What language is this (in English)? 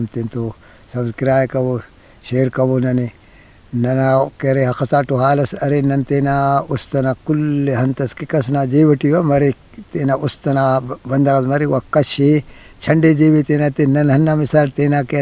Brahui